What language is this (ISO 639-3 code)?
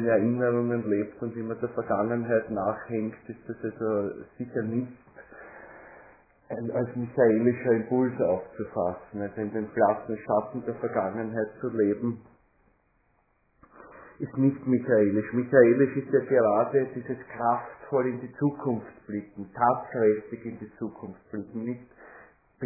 deu